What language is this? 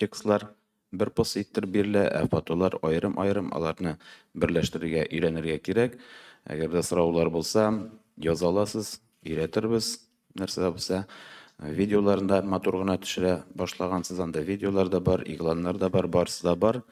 Tatar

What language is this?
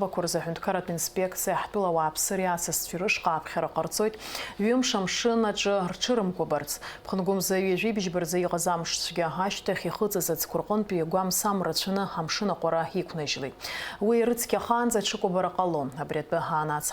Abkhazian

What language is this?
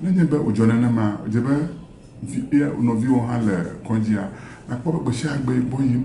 Ewe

